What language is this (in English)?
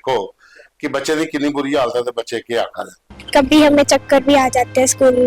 Dogri